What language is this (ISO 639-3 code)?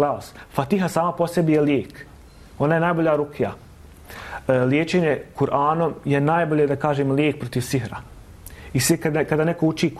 bos